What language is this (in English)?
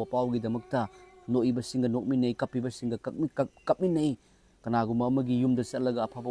Manipuri